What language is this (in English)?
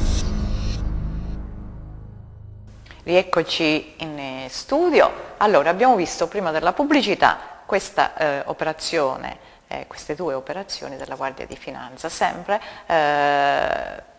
Italian